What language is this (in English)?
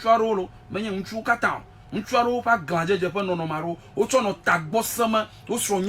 Ewe